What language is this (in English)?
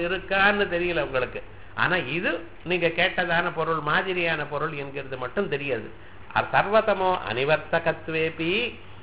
Tamil